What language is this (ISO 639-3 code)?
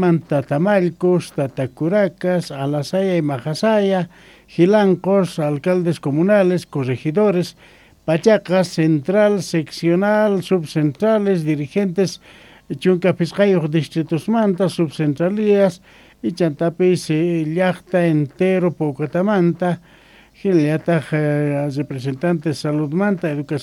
que